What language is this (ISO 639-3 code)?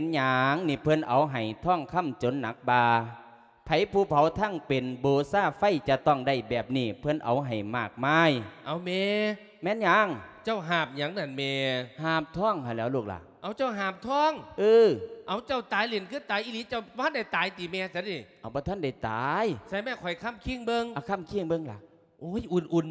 lao